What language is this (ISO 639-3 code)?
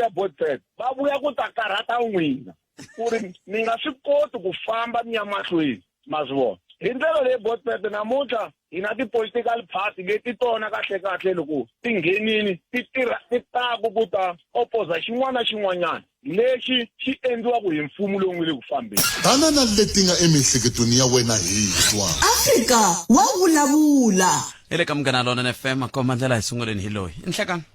tso